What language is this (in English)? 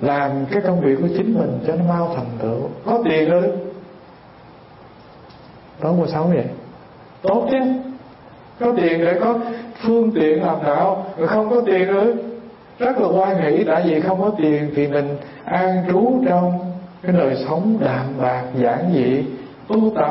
Vietnamese